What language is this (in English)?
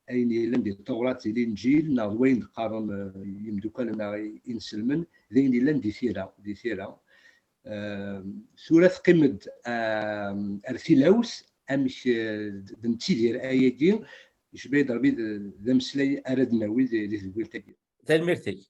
Kabyle